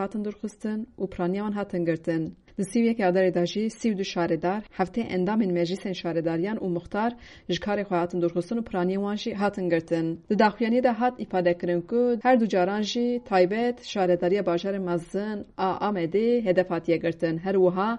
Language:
Kurdish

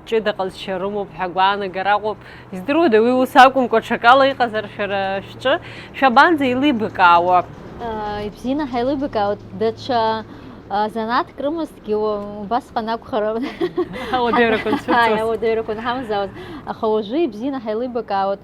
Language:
Abkhazian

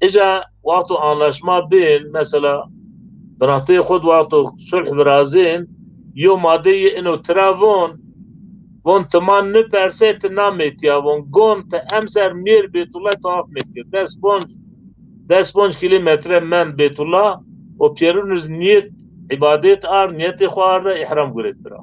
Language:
Zaza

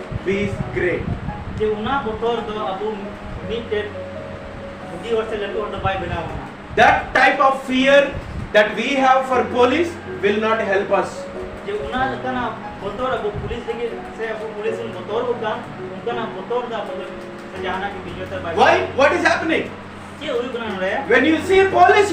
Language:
Santali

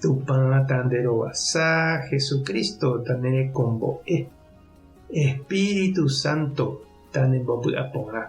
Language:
Guarani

